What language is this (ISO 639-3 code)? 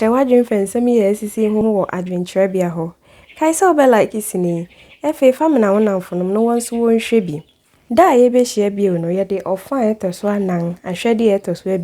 aka